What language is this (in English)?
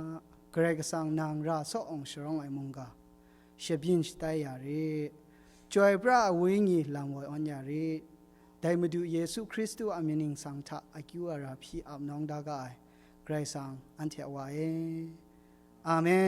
Kachin